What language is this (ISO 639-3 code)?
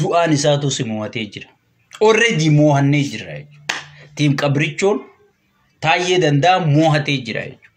orm